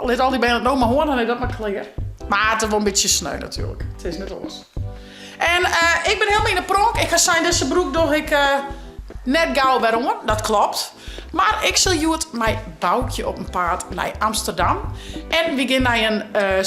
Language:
Western Frisian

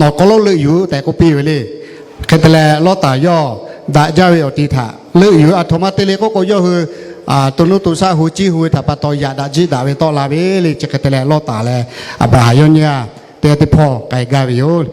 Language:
Lahu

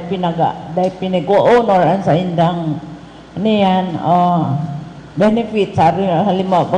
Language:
Bikol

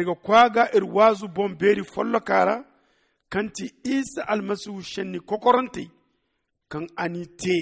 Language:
Zarma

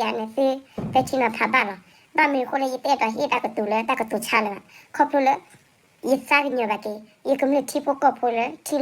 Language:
S'gaw Karen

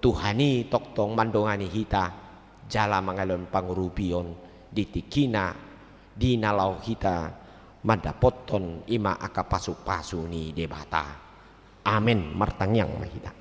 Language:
Batak Toba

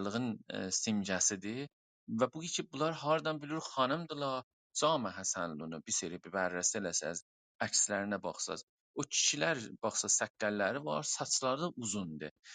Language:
South Azerbaijani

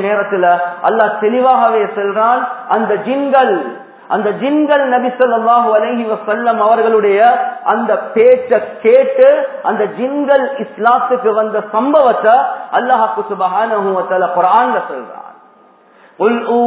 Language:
Tamil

